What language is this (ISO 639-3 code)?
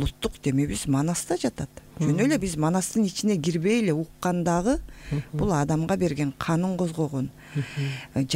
kir